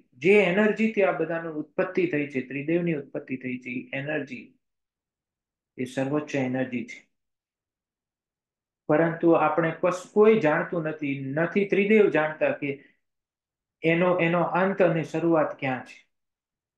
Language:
Gujarati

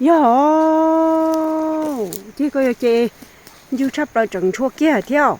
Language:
Hmong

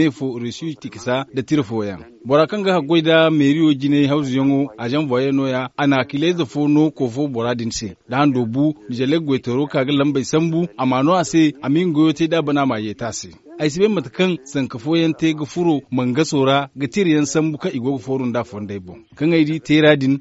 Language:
Zarma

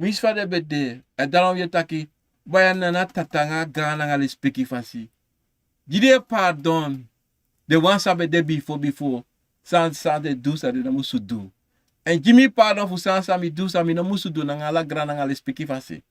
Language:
Sranan Tongo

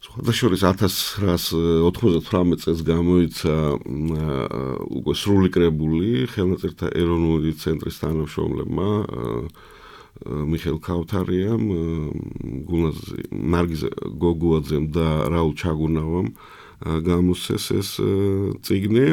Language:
Georgian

